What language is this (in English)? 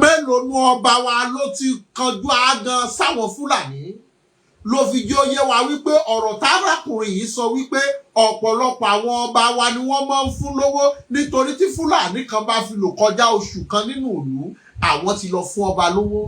Yoruba